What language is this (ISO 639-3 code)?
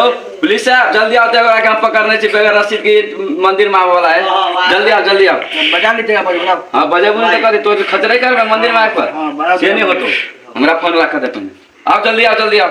mai